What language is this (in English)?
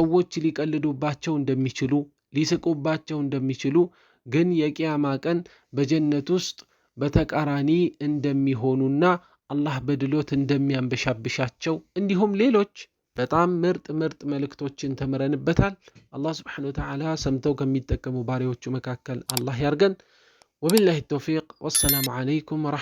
Amharic